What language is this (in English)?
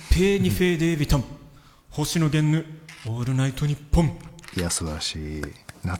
Japanese